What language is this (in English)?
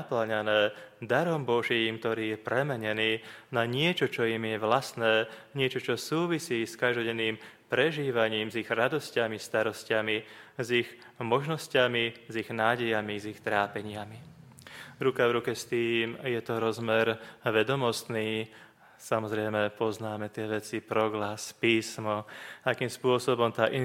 Slovak